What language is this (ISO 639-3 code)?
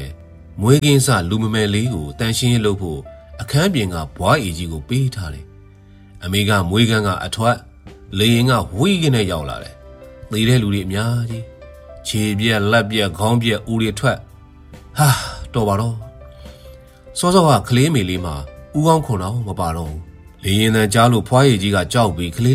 mya